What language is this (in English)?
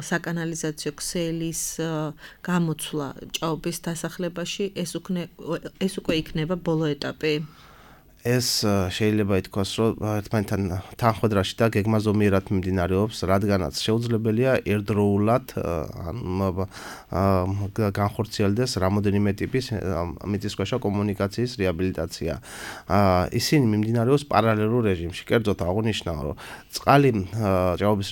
Georgian